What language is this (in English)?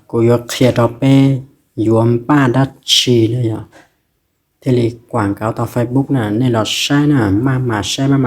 Hmong